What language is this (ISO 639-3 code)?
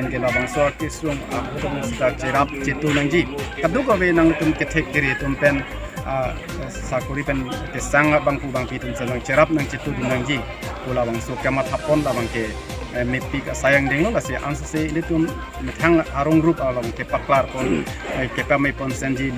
mjw